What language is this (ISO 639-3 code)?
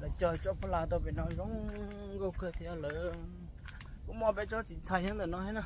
hmn